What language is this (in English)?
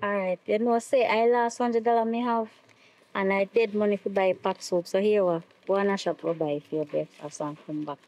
Jamaican Creole English